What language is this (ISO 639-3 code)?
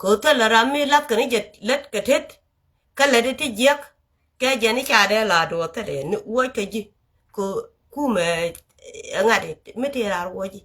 nus